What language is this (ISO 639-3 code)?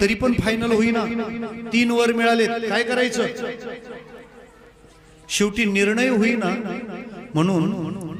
mar